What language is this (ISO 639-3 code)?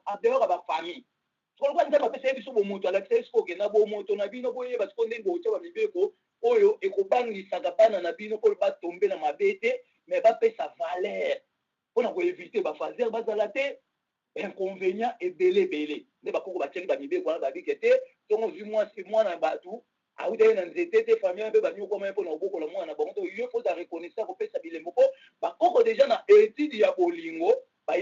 lin